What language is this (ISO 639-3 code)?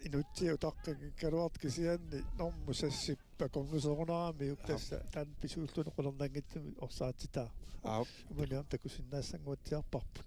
kal